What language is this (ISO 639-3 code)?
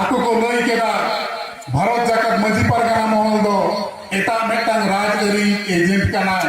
sat